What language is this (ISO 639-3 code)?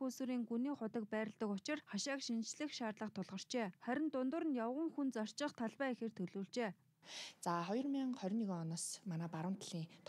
mon